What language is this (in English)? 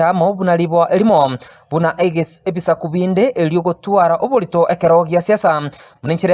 Gusii